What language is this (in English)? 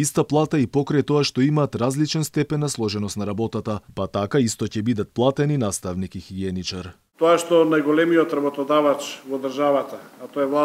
Macedonian